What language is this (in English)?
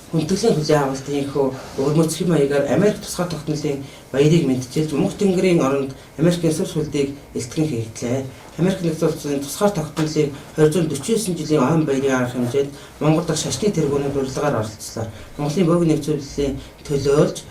Mongolian